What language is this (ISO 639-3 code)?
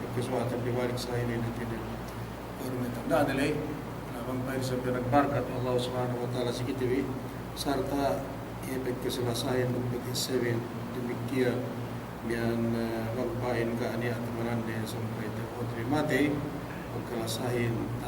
yka